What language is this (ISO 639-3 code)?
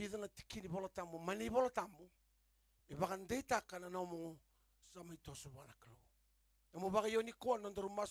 fij